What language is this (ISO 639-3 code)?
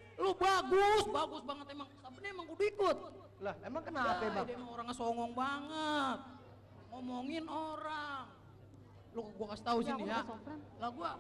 bew